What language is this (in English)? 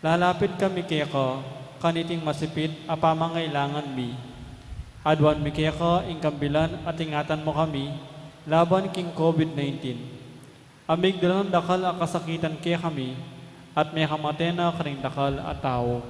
Pampanga